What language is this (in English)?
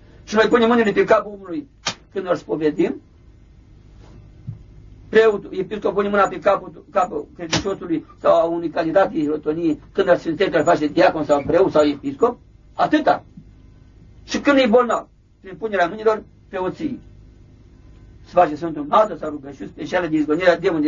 Romanian